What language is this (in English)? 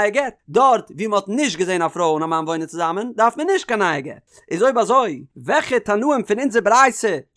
Yiddish